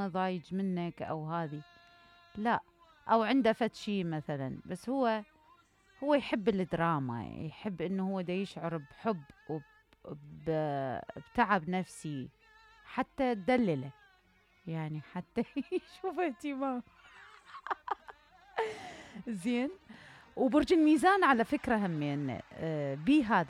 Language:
Mesopotamian Arabic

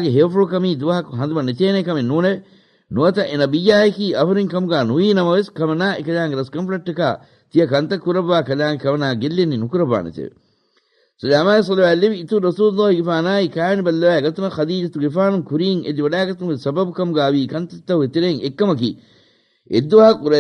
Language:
Divehi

